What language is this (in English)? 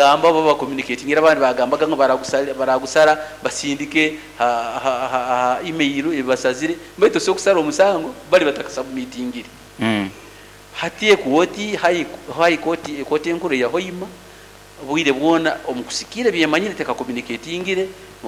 Nyoro